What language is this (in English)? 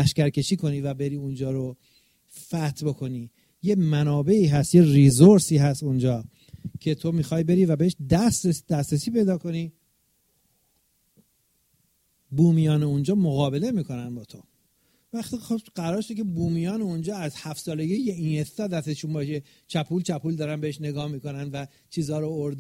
Persian